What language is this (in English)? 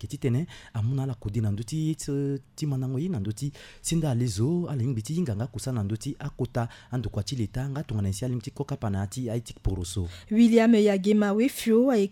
Sango